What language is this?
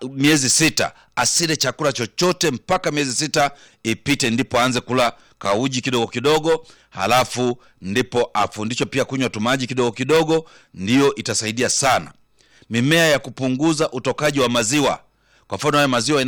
Swahili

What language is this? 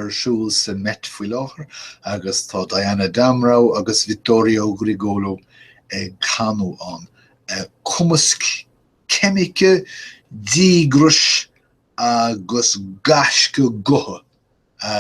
Irish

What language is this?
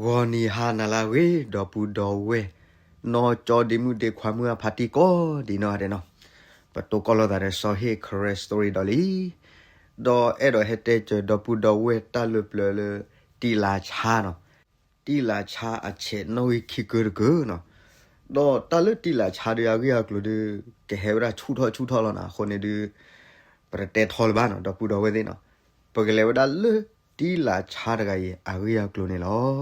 S'gaw Karen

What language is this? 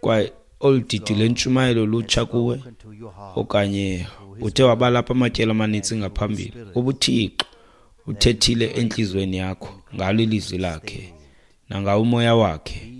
Xhosa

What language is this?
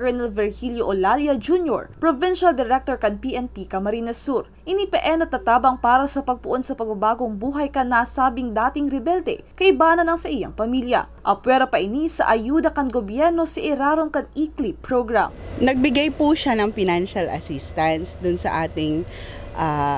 Bikol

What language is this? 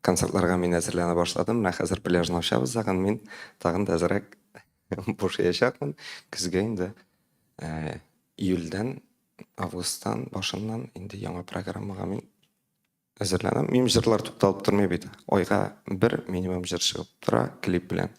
Tatar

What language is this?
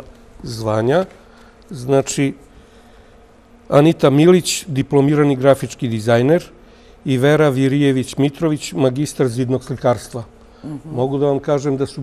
Serbian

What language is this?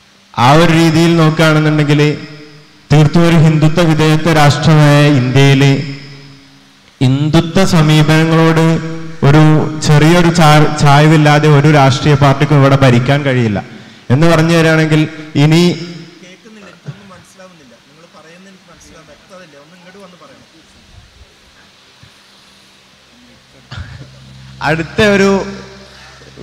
Malayalam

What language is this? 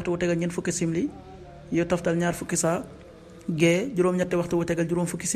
Wolof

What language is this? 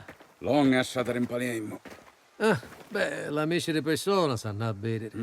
Sicilian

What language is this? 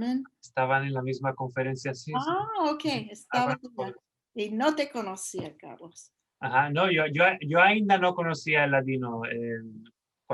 Ladino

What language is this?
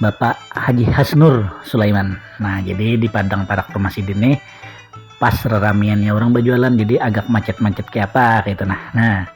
Banjar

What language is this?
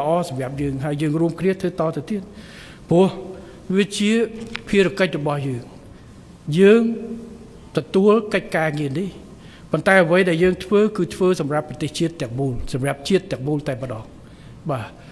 Khmer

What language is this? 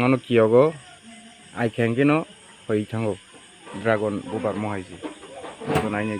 Kok Borok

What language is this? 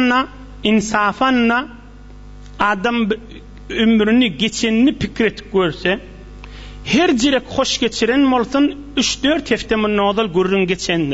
Turkmen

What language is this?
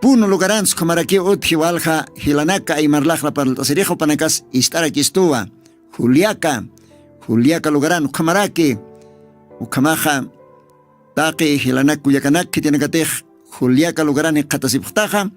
Aymara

